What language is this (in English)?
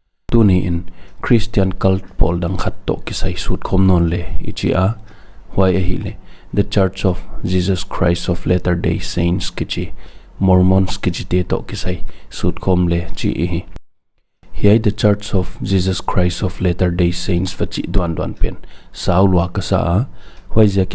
Paite Chin